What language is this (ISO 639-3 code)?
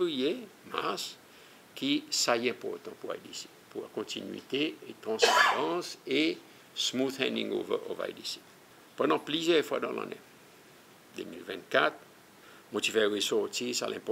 crs